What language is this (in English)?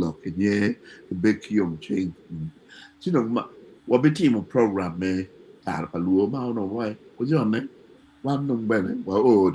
Acoli